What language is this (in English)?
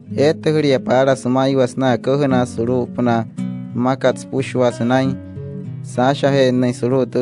Wayuu